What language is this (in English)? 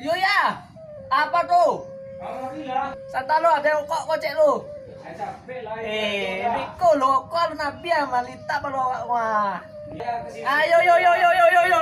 Minangkabau